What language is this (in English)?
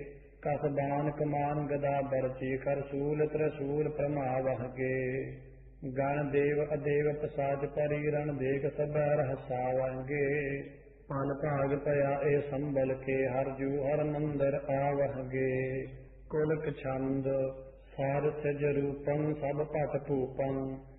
Punjabi